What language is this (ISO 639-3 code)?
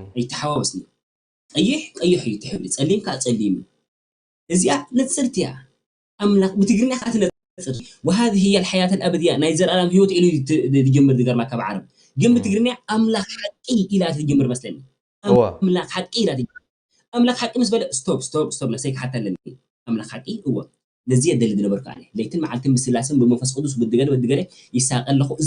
tir